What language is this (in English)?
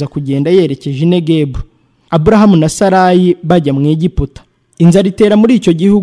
Kinyarwanda